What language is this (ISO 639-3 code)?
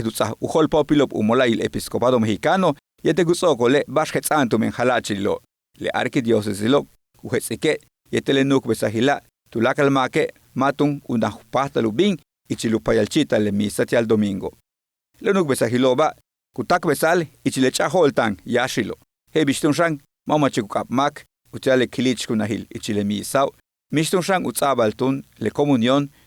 yua